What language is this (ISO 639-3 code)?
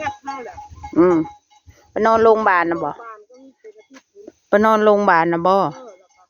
tts